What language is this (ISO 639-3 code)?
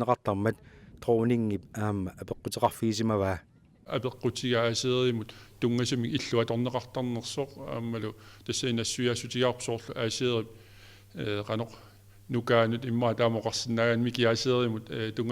kal